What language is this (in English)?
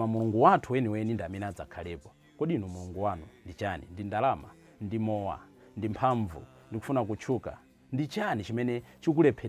Nyanja